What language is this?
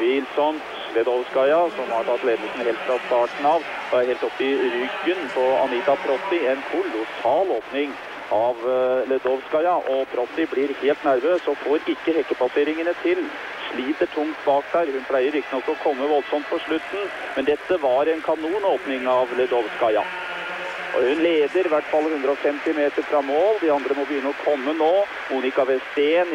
Norwegian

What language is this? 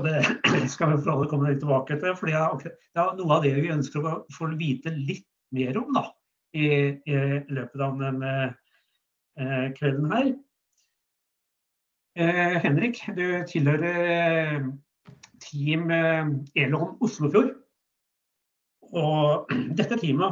Norwegian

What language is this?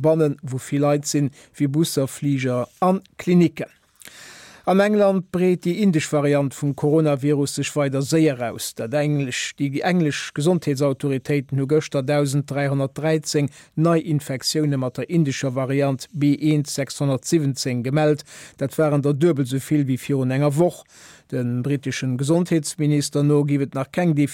Luxembourgish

